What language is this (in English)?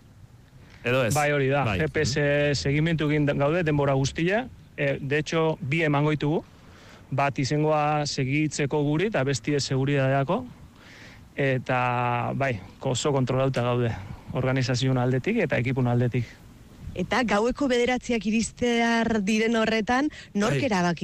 Basque